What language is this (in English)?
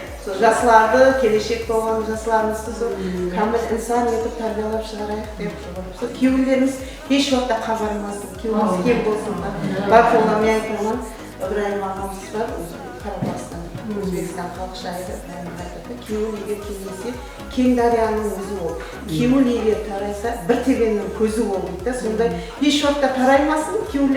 Kara-Kalpak